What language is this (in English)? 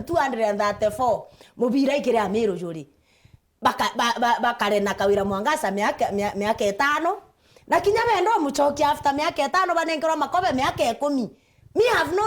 Meru